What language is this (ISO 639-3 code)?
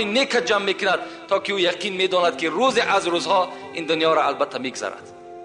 tgk